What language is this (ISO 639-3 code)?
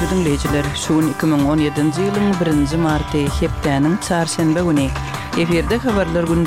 kir